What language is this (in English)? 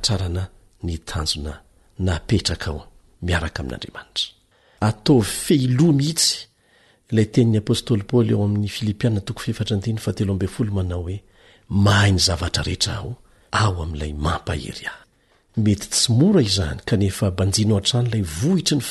Malagasy